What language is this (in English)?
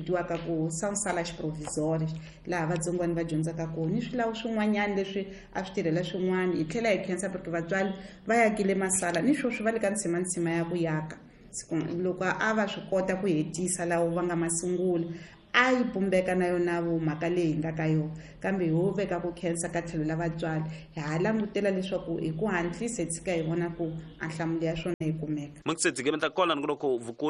Tsonga